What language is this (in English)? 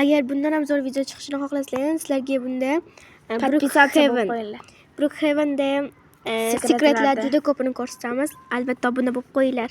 Uzbek